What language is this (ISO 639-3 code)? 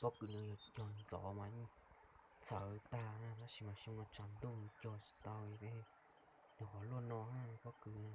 hmn